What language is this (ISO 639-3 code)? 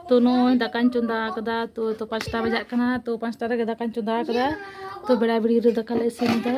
sat